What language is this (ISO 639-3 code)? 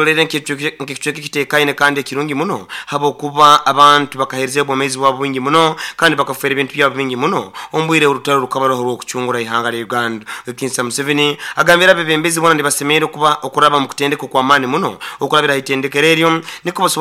nyn